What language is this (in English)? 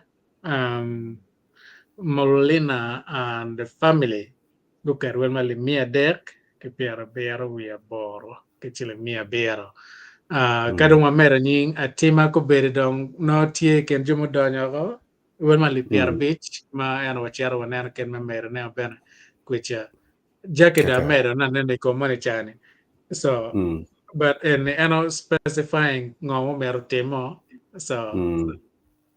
Acoli